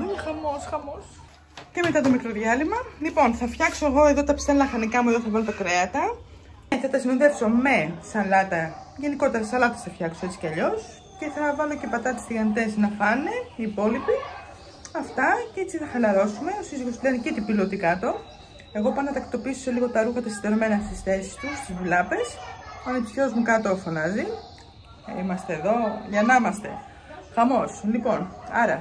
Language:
Greek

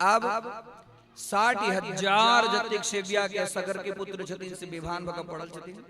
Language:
Maithili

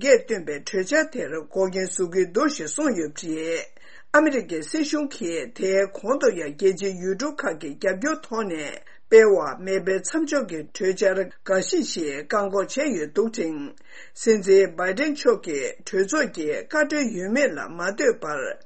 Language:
Tibetan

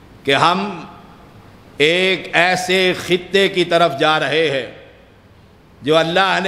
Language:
Urdu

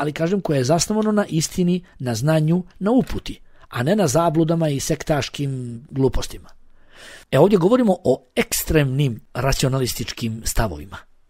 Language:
Bosnian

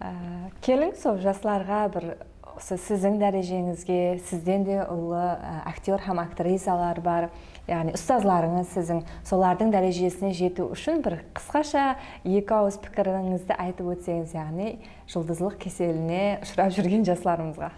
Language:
Kara-Kalpak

